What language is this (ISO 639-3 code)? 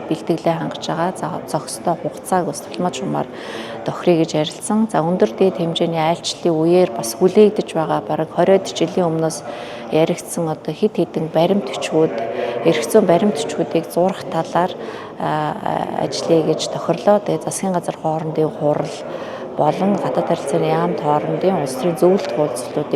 mon